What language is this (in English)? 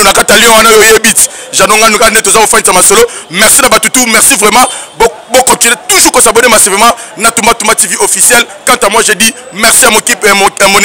Lingala